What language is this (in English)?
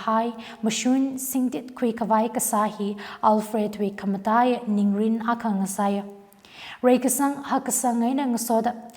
Tangkhul Naga (India)